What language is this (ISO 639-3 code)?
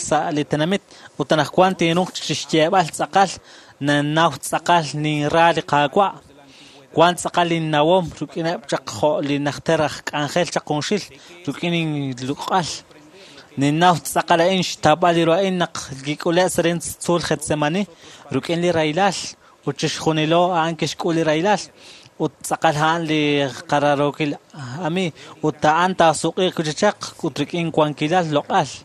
kek